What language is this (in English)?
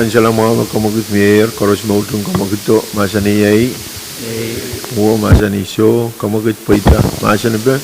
Pohnpeian